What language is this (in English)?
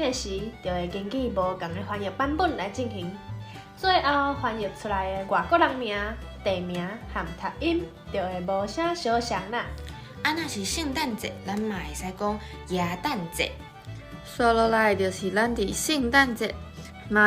Min Nan Chinese